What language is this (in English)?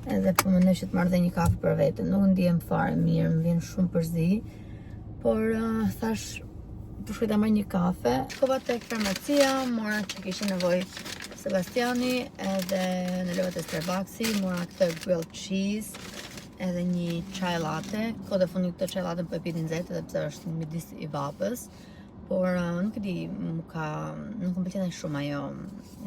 Albanian